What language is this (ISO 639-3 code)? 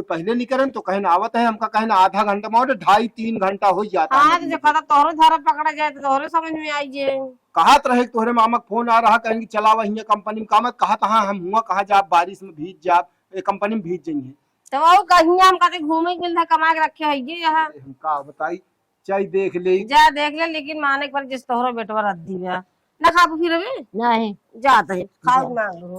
awa